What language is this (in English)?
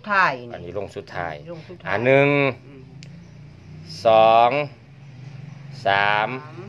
Thai